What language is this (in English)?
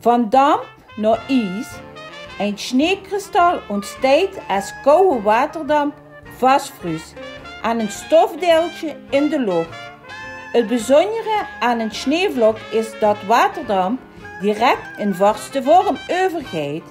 Limburgish